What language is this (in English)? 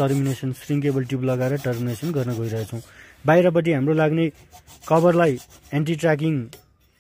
Nepali